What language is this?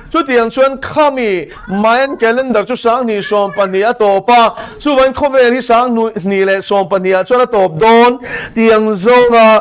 Mizo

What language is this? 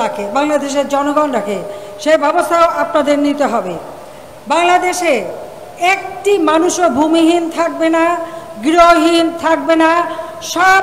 Bangla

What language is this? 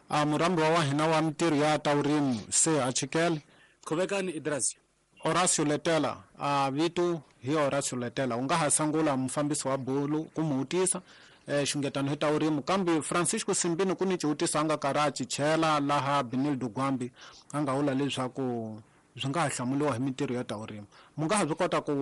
Tsonga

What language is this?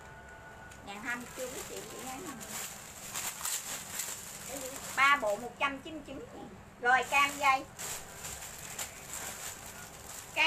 Vietnamese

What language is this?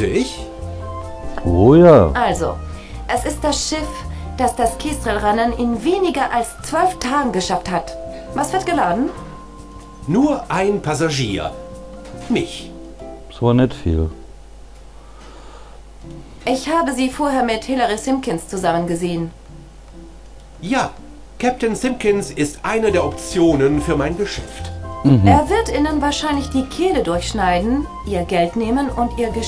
German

